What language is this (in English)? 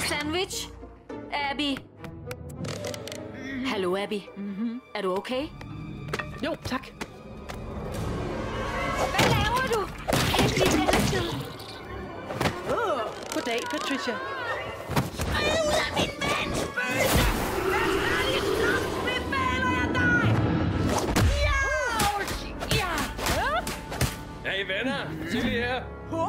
Danish